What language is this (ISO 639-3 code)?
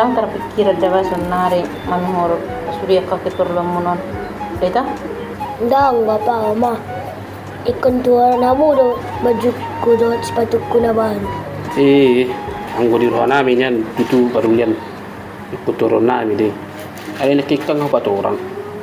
bbc